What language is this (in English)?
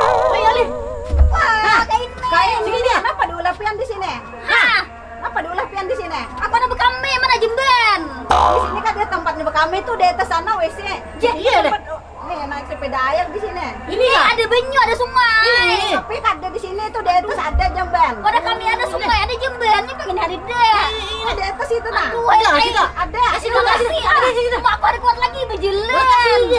Banjar